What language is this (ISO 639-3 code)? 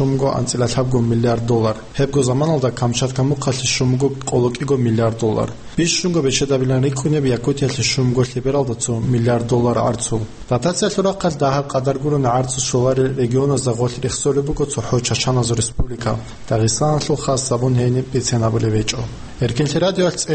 ava